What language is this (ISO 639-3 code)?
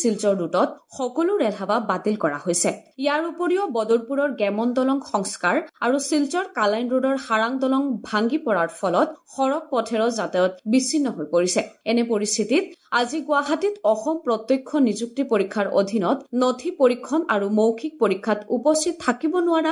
asm